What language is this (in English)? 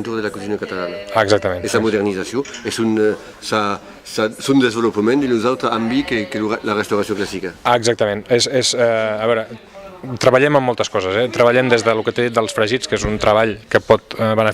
Occitan